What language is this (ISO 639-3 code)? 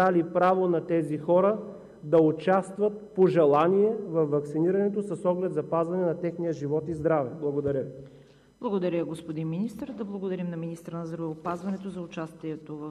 bul